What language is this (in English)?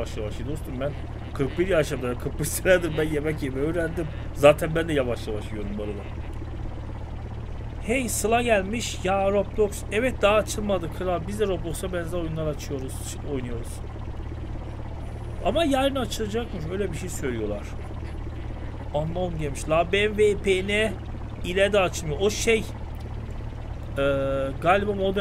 Turkish